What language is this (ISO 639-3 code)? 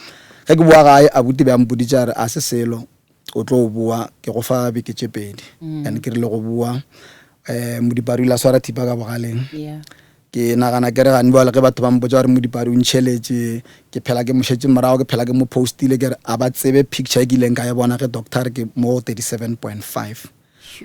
nso